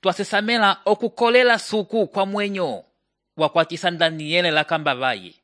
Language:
Umbundu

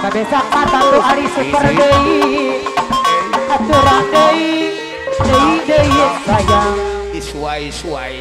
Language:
Sundanese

